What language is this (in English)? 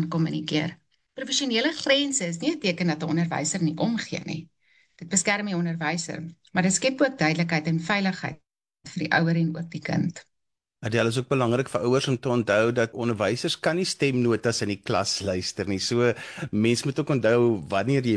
Afrikaans